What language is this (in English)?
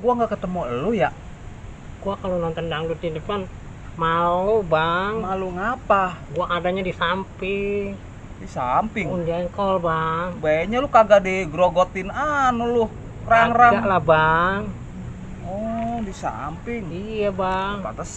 Betawi